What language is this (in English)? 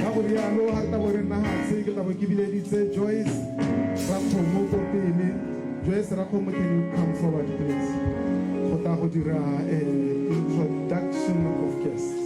Tswana